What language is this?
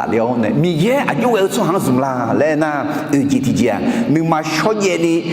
Akha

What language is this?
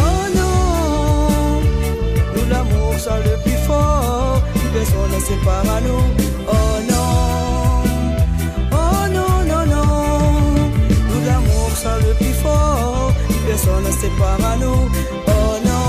Réunion Creole French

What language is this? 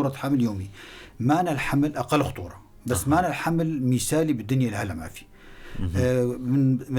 North Levantine Arabic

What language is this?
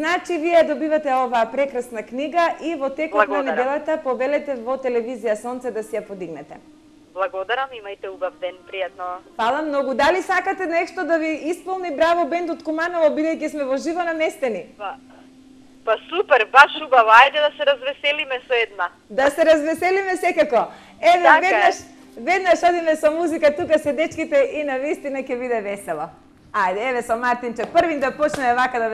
Macedonian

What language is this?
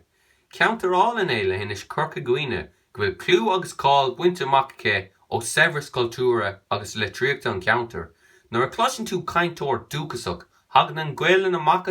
Irish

